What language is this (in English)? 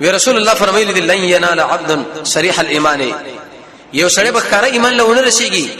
Pashto